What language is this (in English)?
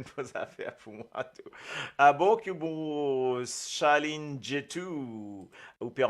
Morisyen